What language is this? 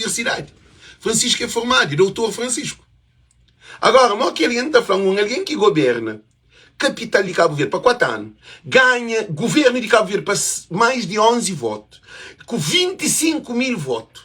Kabuverdianu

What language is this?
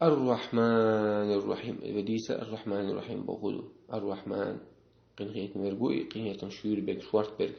Chechen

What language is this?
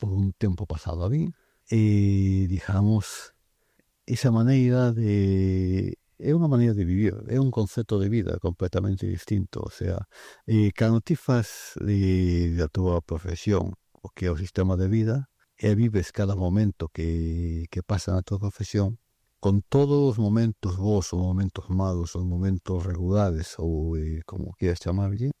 Galician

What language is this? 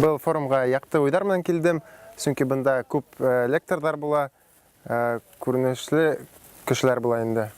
Bashkir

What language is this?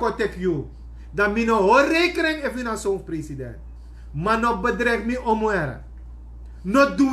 Sranan Tongo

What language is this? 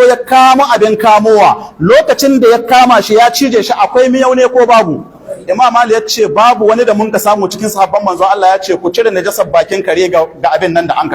Hausa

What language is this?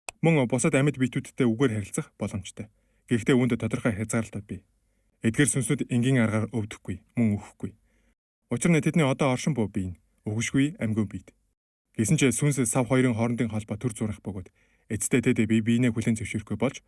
Mongolian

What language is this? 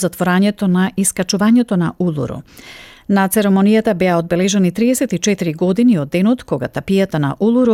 Macedonian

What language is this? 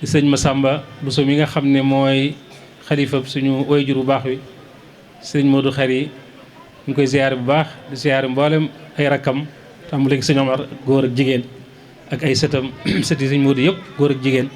Wolof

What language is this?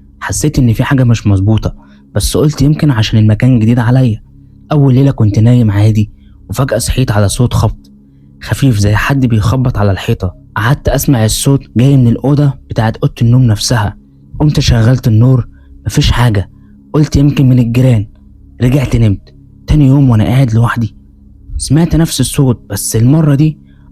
Egyptian Arabic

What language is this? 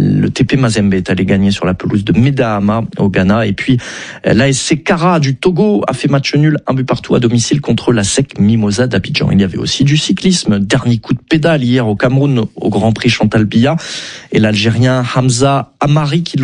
French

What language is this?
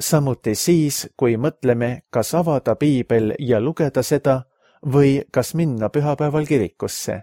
Estonian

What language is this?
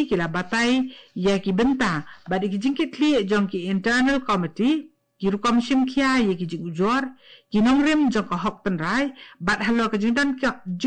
Khasi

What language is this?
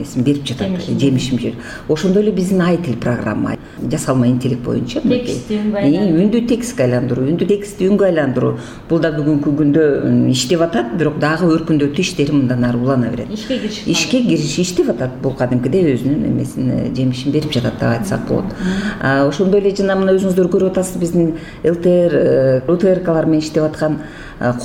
Kyrgyz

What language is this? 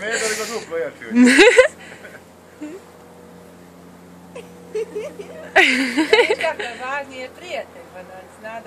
Croatian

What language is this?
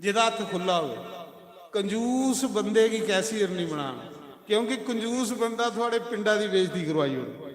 Dogri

